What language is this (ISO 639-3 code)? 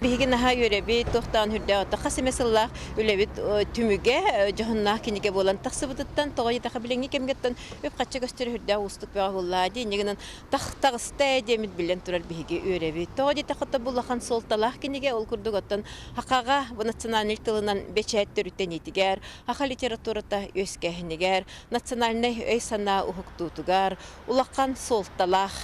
sah